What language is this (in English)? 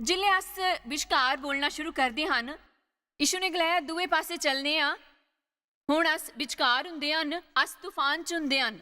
Dogri